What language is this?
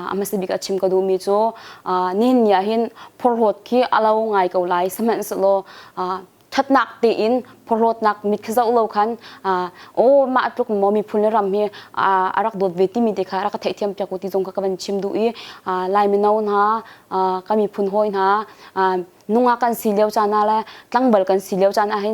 Hakha Chin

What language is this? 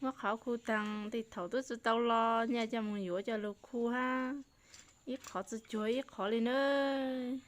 Hmong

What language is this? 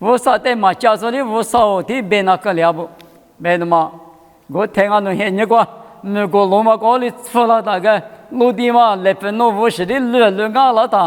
Lisu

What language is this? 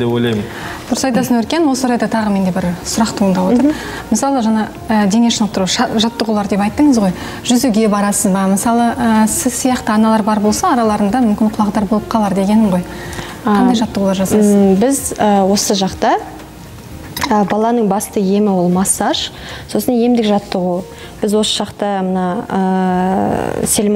Kazakh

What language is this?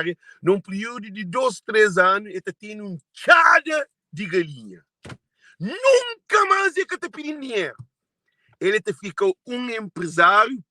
Kabuverdianu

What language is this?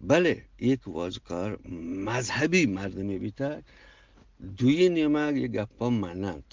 Eastern Balochi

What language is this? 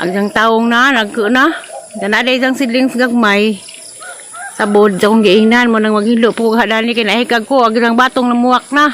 Cebuano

